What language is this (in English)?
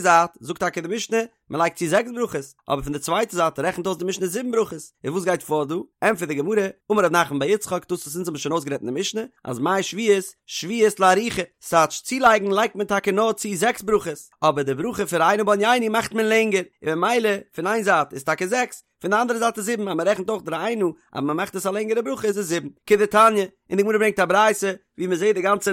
Yiddish